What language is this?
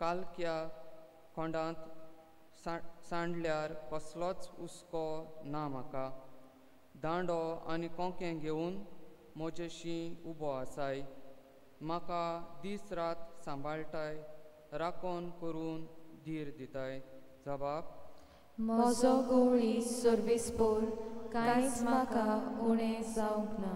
Konkani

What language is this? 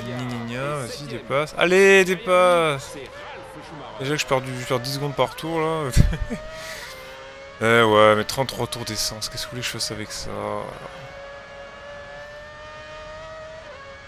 French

